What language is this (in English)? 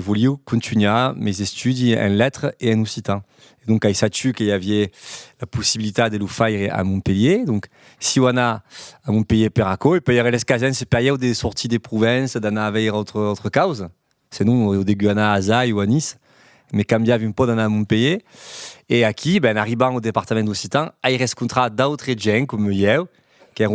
Occitan